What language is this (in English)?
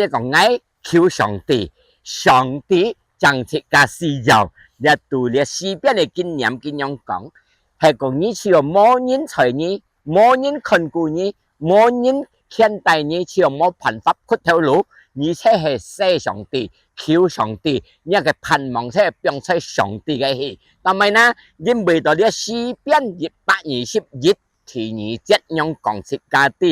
Hakka Chinese